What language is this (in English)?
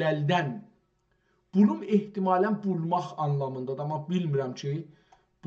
South Azerbaijani